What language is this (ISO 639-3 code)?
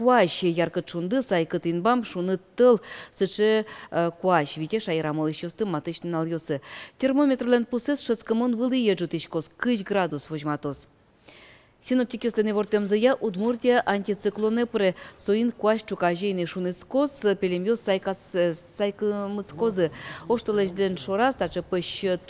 udm